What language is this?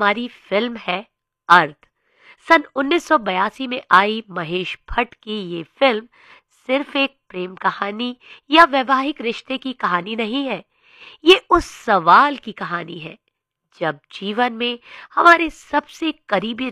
Hindi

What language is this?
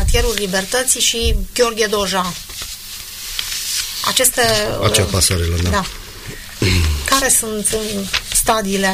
Romanian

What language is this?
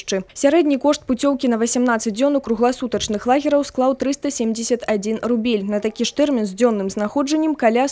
Belarusian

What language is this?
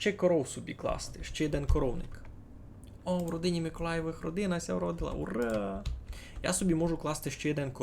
Rusyn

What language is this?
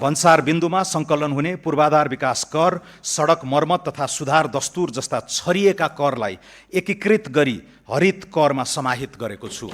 Nepali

